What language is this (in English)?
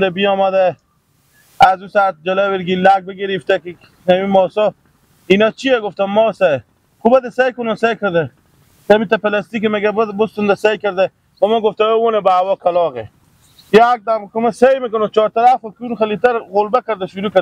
Persian